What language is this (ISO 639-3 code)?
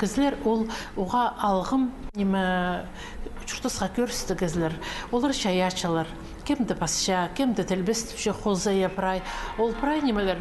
kjh